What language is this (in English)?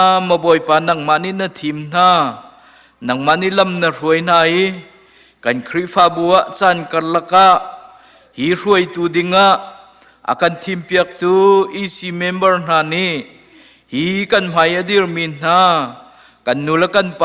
Hakha Chin